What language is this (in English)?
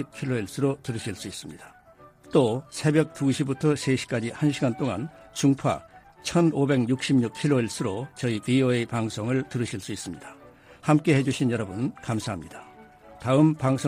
Korean